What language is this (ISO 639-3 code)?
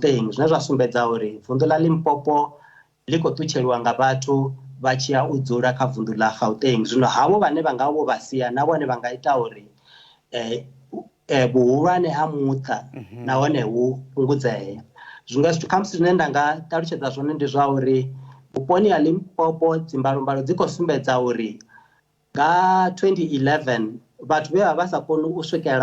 ven